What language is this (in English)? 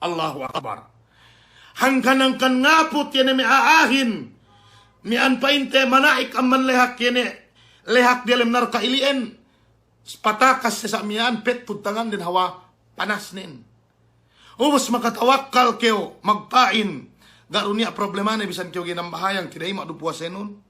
Yakan